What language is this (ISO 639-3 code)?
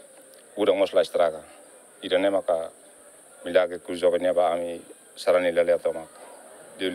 tet